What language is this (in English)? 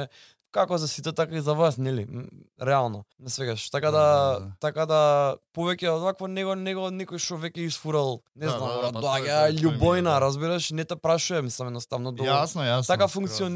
Macedonian